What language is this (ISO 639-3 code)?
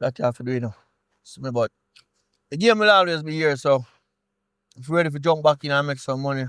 jam